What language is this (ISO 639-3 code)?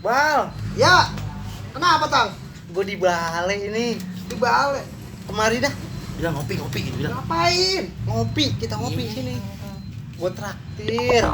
bew